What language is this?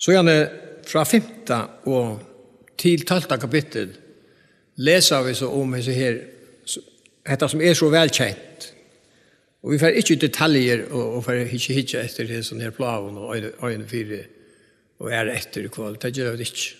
Faroese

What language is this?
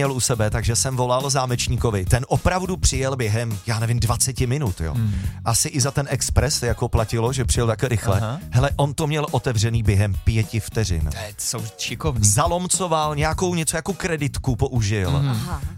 Czech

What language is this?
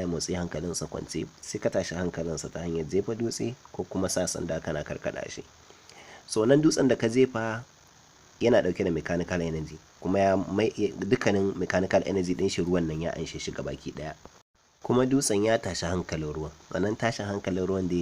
Hausa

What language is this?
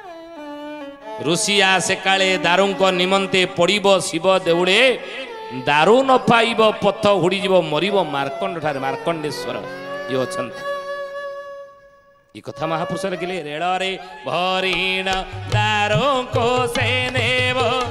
Odia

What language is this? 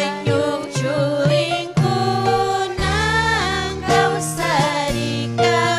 Ayacucho Quechua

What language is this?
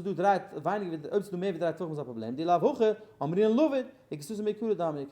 Yiddish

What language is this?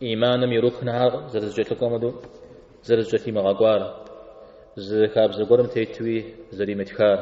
Kabardian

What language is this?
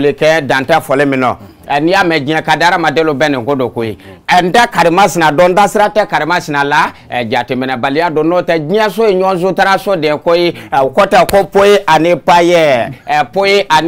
Bambara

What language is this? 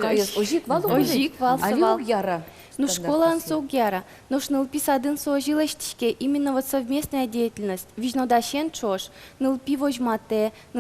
Udmurt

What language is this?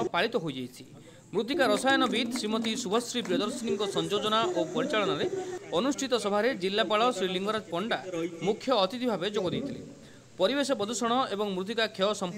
Odia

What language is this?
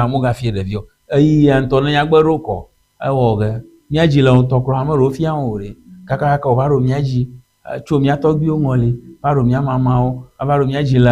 Ewe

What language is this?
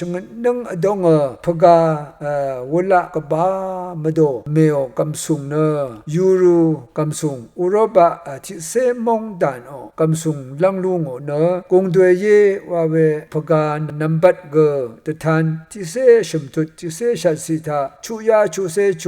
Rawang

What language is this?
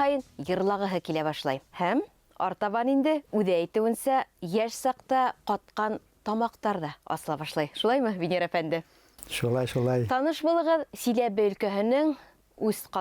Bashkir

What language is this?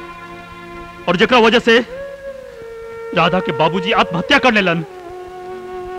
Bhojpuri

